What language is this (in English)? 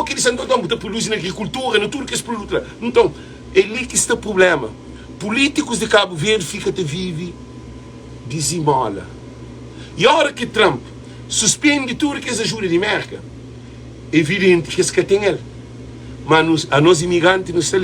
Kabuverdianu